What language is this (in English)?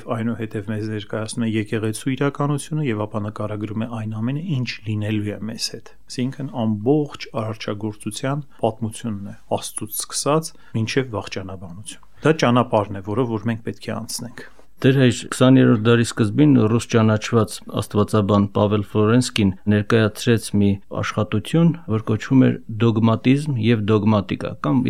Armenian